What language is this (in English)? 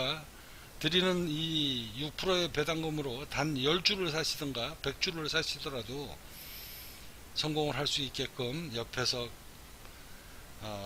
Korean